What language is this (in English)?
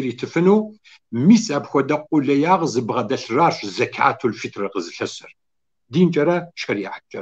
Kabardian